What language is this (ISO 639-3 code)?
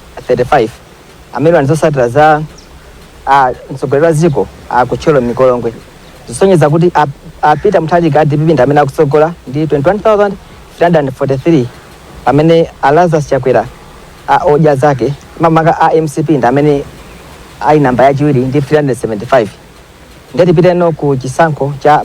nya